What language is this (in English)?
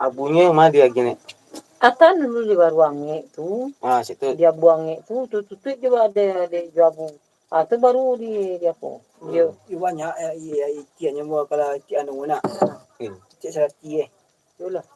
Minangkabau